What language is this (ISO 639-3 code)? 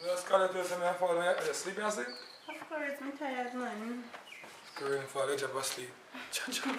jam